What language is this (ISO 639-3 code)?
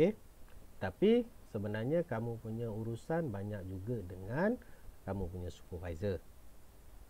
msa